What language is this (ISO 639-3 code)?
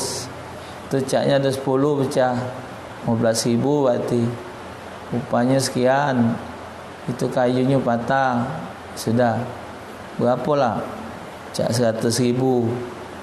mui